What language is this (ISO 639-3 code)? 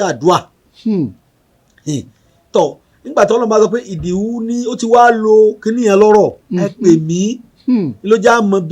yor